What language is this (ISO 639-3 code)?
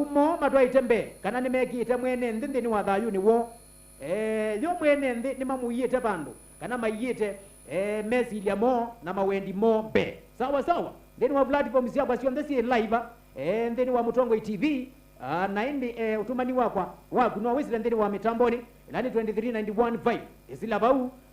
kam